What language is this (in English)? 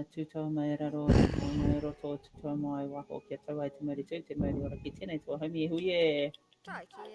Māori